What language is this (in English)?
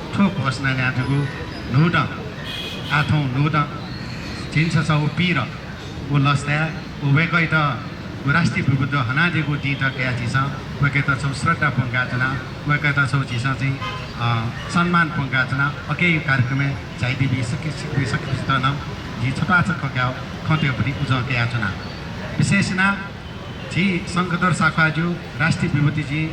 Newari